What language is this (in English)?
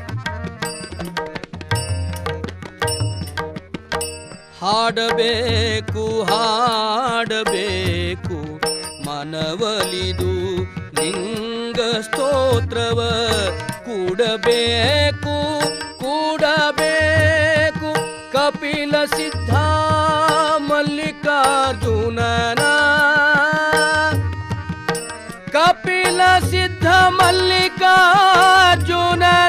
Kannada